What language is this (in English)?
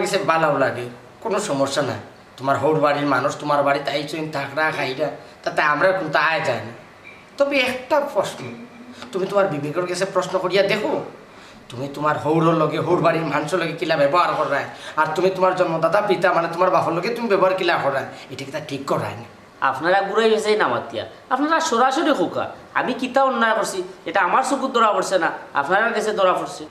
Sylheti